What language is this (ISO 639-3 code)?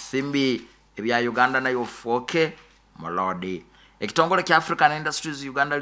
nyo